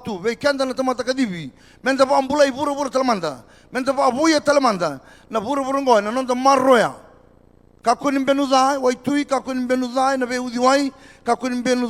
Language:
Fijian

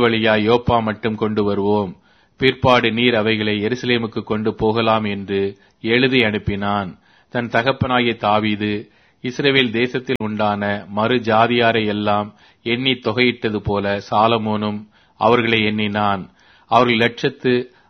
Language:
Tamil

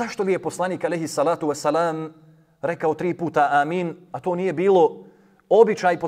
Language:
Bosnian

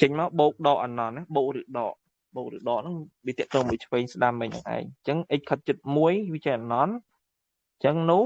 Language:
Khmer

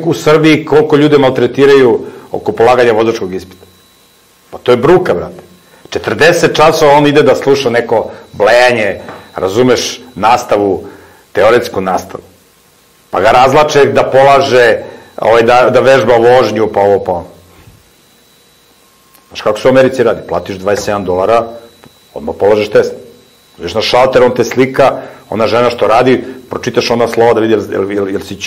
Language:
Serbian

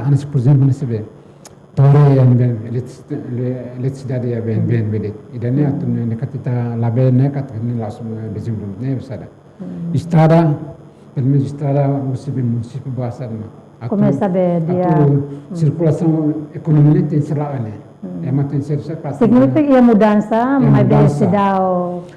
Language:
Tetum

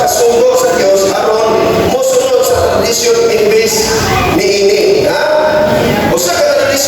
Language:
Cebuano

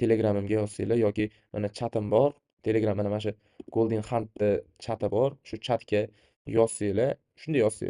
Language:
Uzbek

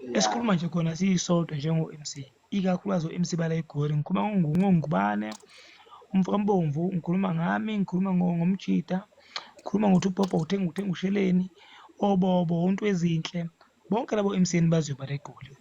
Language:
Zulu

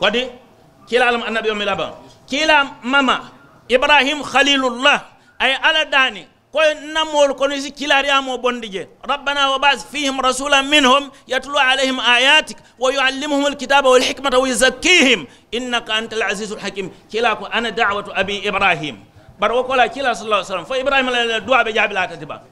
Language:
Mandingo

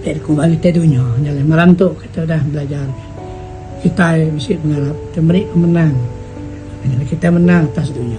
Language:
Iban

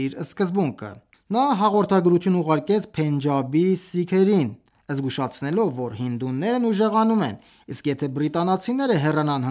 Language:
Armenian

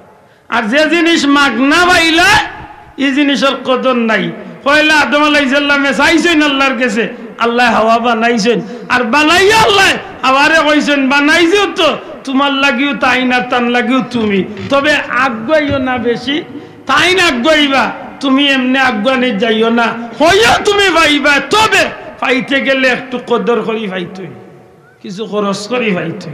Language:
Sylheti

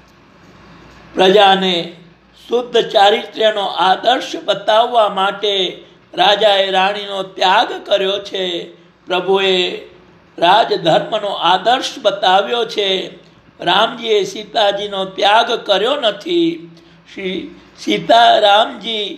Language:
Gujarati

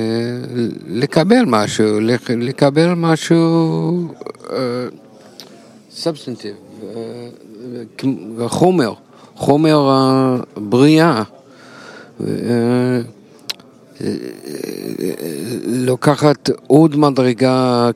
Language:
Hebrew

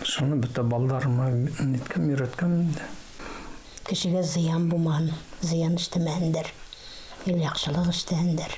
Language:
Bashkir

